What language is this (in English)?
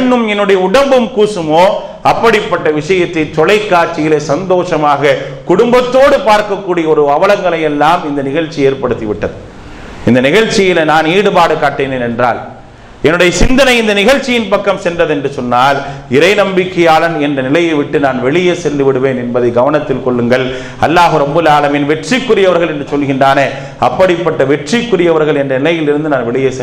Tamil